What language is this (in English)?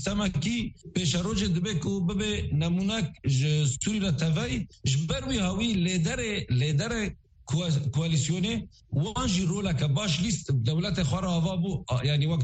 Kurdish